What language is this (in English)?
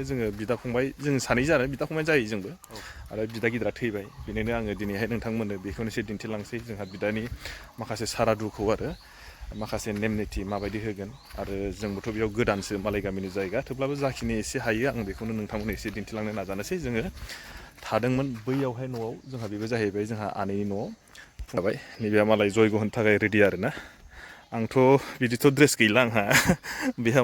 Bodo